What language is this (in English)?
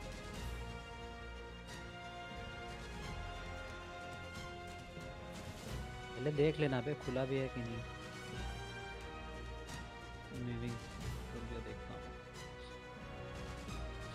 Hindi